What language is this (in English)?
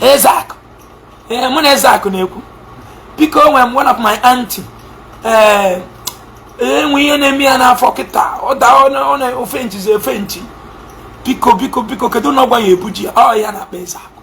Igbo